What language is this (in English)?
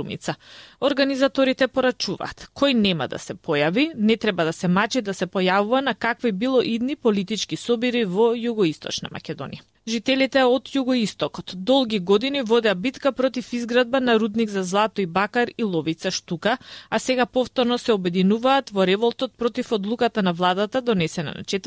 Macedonian